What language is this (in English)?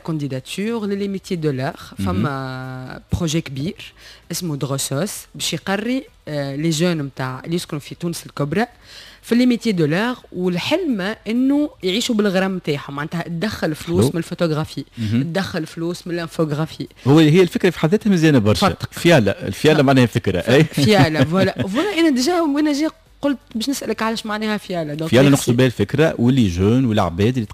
Tunisian Arabic